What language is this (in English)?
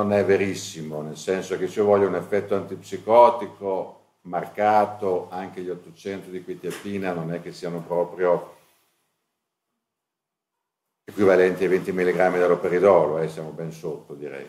Italian